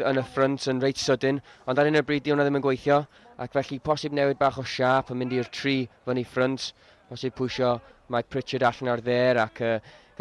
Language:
Welsh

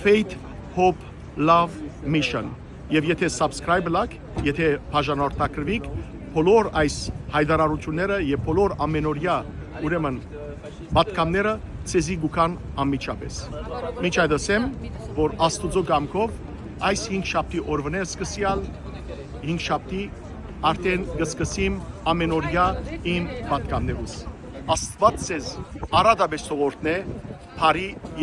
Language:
Western Armenian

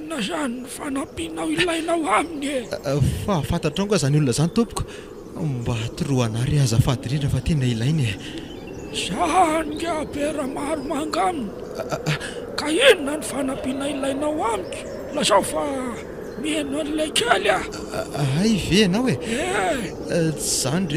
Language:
Malagasy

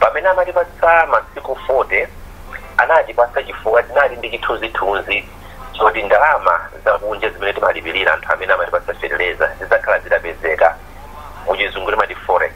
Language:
Nyanja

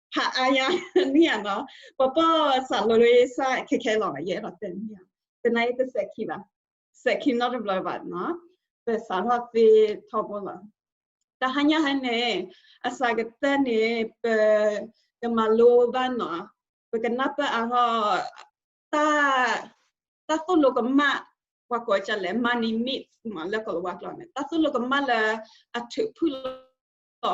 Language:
S'gaw Karen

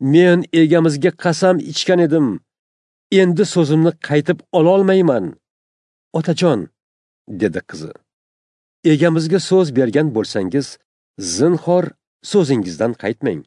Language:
Uzbek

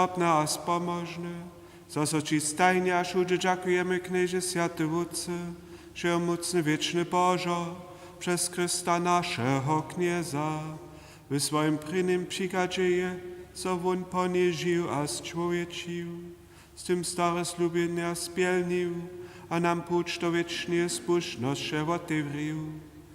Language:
Upper Sorbian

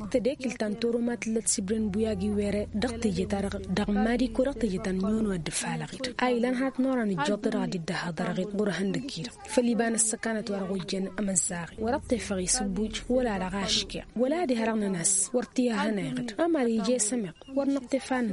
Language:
Tamasheq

